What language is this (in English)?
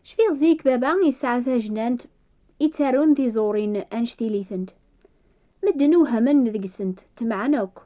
Kabyle